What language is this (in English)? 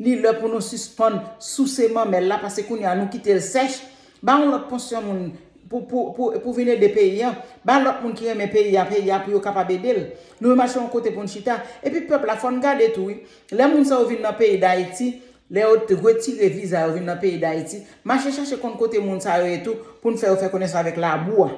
Haitian Creole